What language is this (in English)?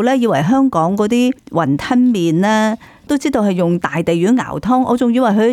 Cantonese